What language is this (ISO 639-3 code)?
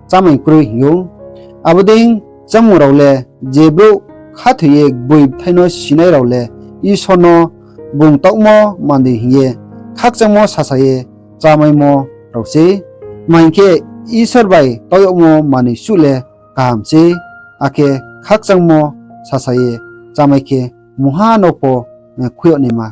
ria